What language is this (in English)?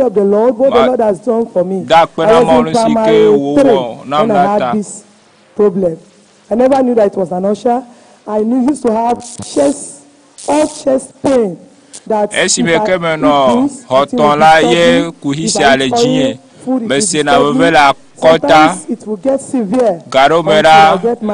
Ewe